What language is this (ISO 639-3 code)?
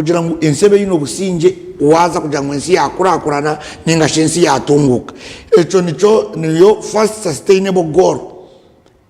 nyn